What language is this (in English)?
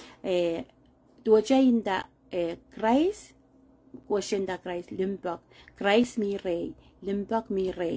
Pohnpeian